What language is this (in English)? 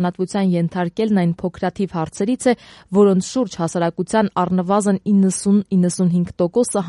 Armenian